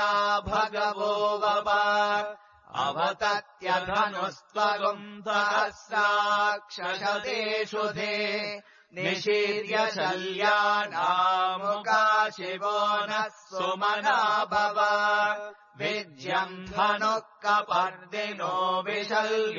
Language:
Sanskrit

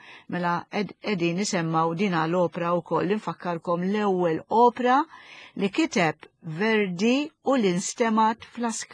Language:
Maltese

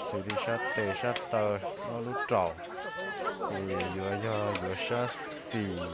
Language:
Hmong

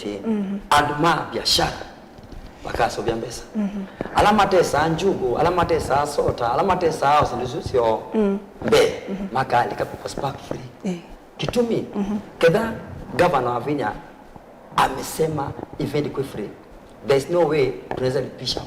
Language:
Kamba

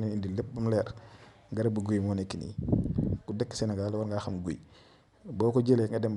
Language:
Wolof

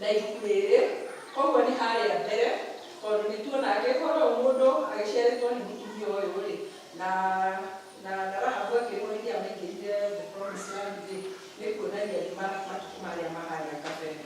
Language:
Kikuyu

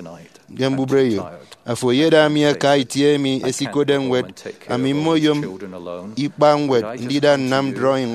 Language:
Efik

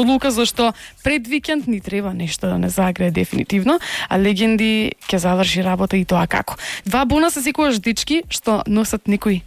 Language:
Macedonian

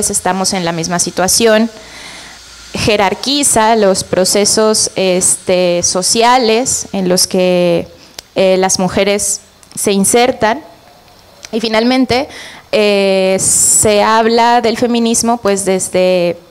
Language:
Spanish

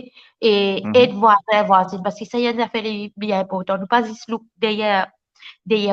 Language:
Morisyen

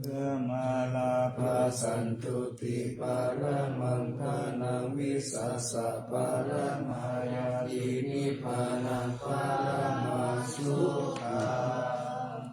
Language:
Pali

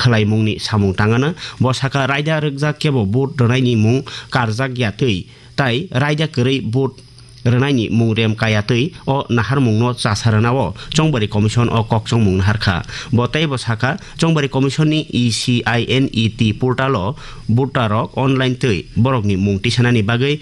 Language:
Kok Borok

